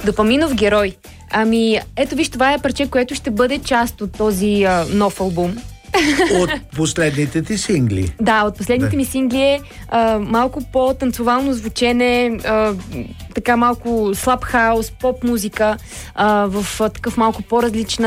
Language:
Bulgarian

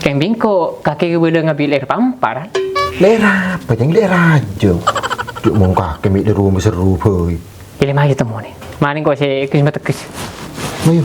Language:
Madurese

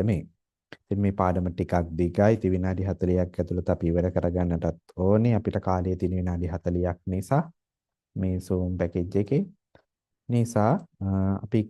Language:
Sinhala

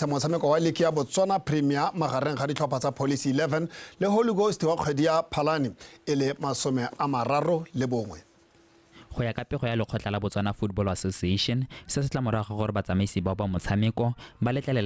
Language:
Tswana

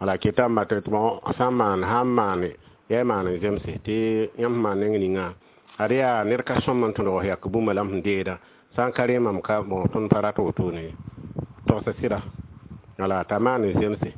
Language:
Mossi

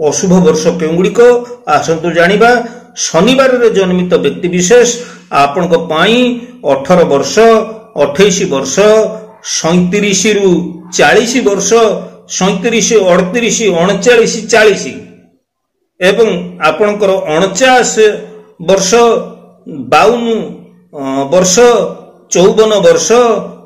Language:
Odia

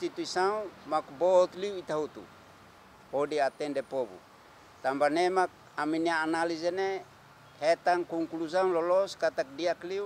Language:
Tetum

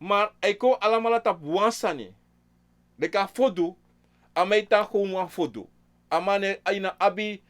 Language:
Sranan Tongo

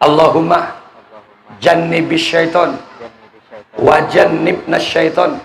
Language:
Madurese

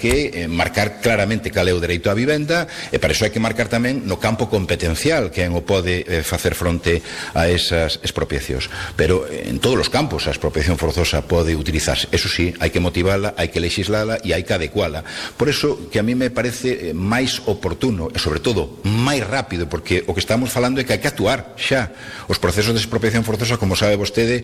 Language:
Galician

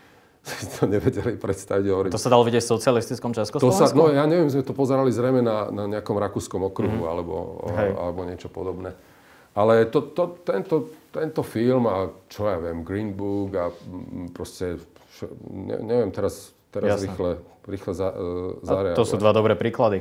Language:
Slovak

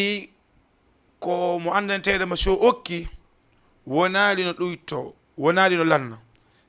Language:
Fula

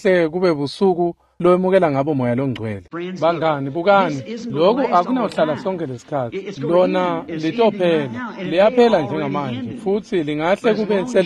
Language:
Swati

